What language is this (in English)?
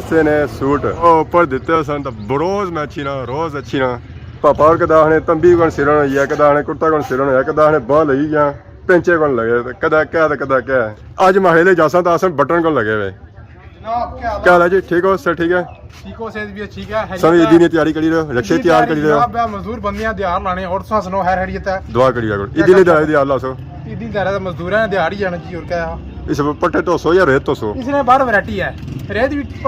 Pahari-Potwari